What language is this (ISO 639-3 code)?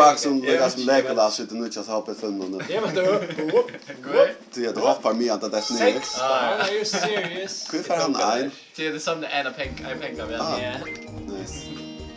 fao